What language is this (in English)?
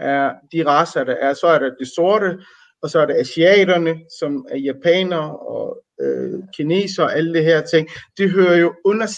Danish